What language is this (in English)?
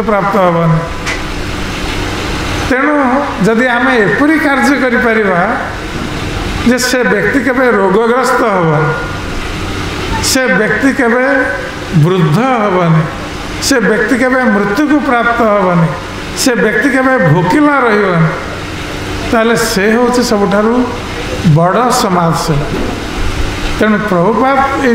Odia